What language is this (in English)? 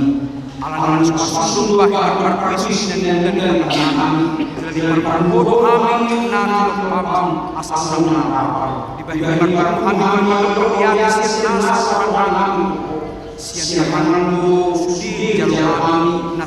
Batak Toba